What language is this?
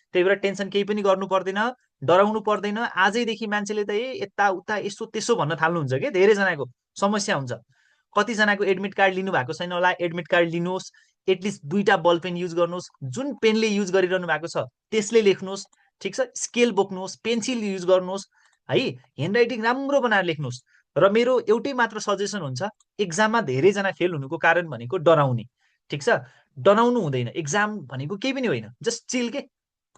Nepali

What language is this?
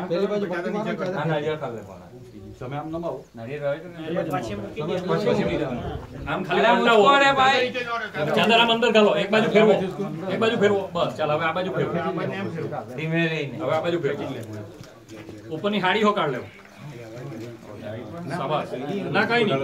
Gujarati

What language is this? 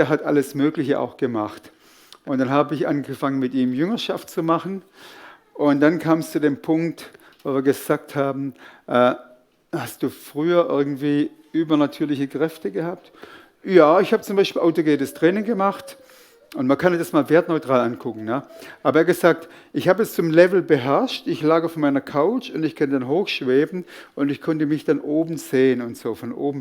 Swiss German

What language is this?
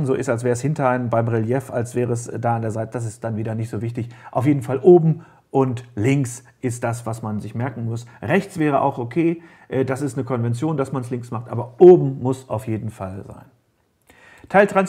German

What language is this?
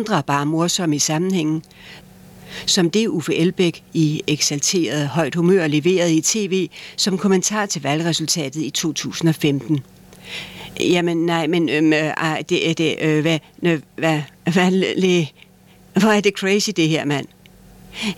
Danish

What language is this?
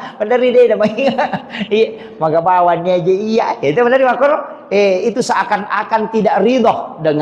Buginese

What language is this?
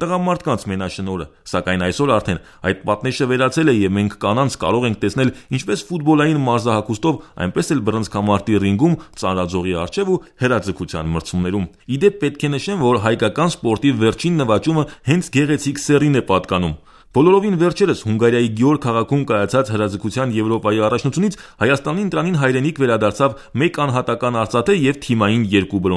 Armenian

